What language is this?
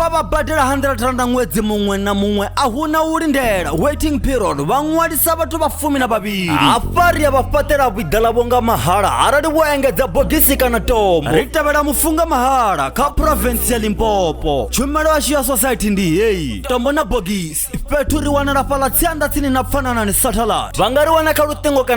Venda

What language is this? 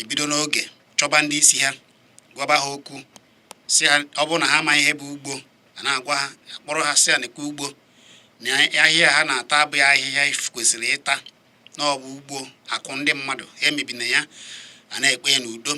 Igbo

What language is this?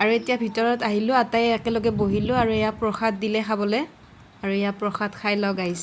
Assamese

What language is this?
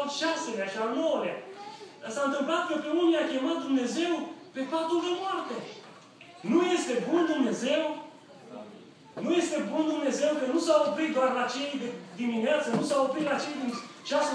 Romanian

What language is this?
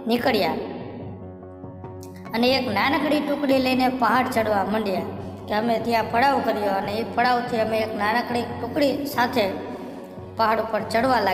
Gujarati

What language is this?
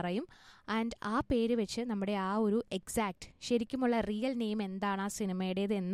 Malayalam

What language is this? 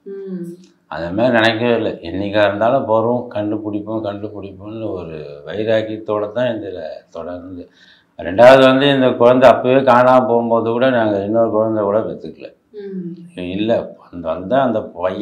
Tamil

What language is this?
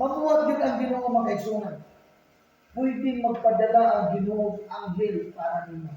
Cebuano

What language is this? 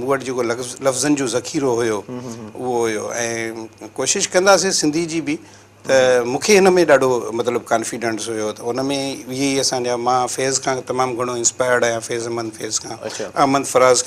Sindhi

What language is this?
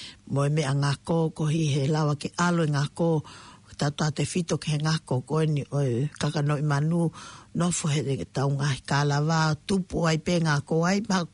Tongan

